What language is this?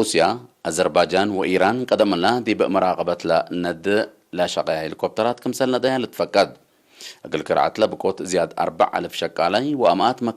Tigre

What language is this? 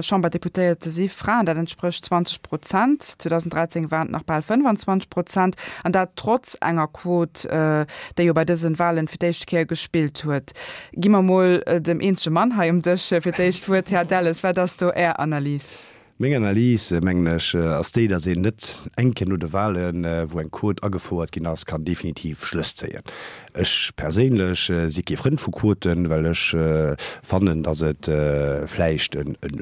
Luxembourgish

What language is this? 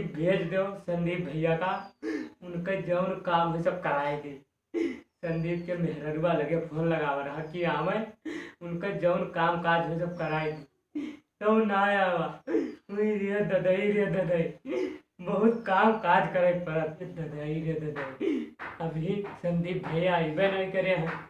Awadhi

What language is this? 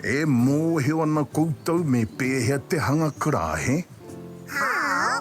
Māori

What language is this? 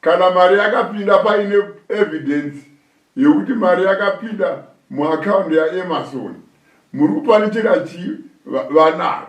Shona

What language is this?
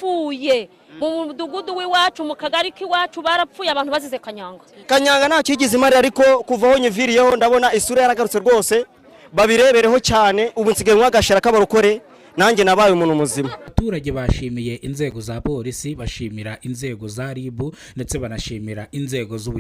Kinyarwanda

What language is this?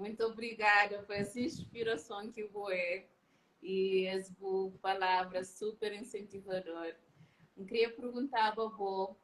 Kabuverdianu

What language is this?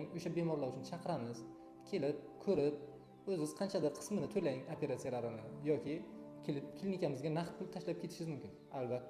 Uzbek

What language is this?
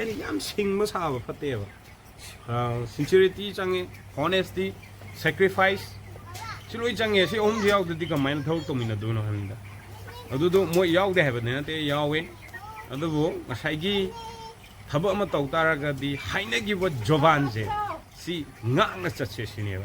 Manipuri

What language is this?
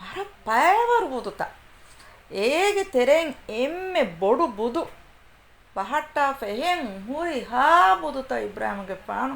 Divehi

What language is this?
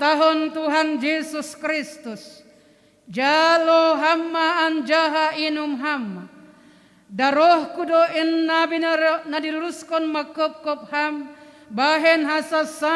Batak Simalungun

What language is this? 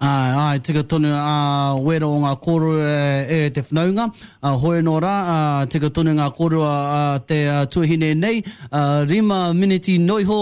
Māori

